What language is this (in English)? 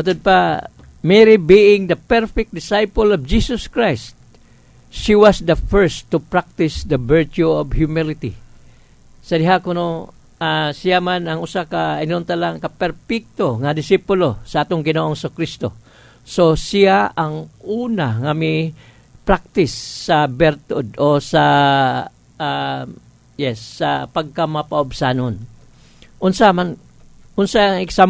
Cebuano